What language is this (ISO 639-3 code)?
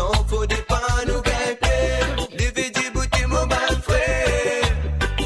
mfe